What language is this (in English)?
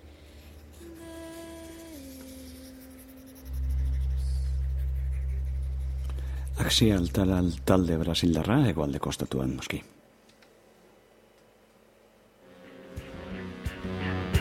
Basque